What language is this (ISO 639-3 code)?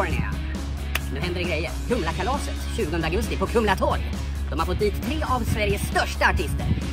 swe